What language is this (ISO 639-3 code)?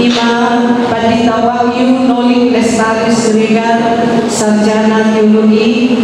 bbc